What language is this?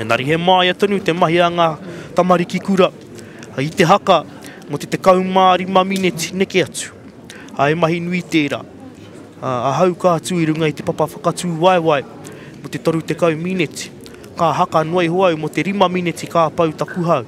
Māori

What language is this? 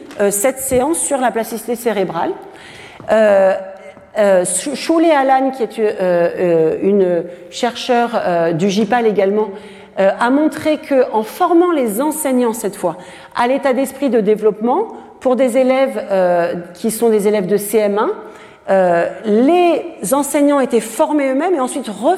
French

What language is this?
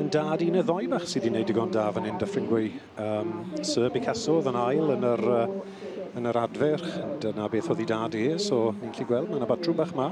Welsh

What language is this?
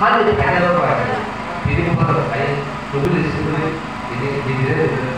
Kok Borok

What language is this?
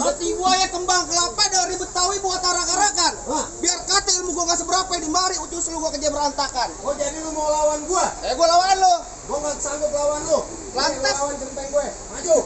Betawi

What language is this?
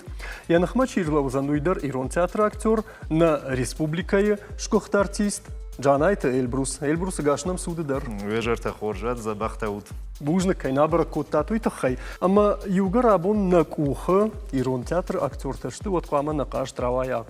Ossetic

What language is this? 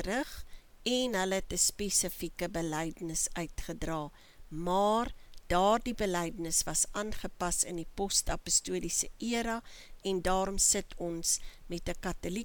Afrikaans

